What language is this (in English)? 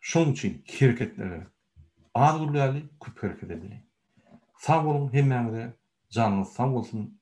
Turkmen